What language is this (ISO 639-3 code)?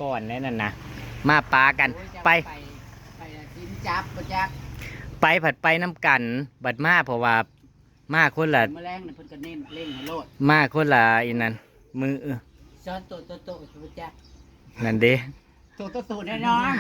tts